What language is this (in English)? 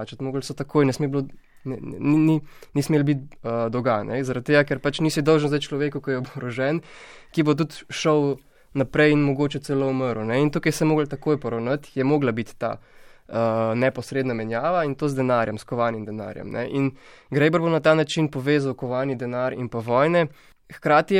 Slovenian